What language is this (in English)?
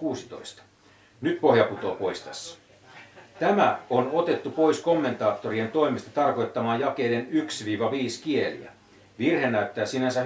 Finnish